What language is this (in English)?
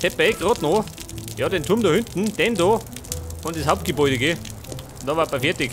Bavarian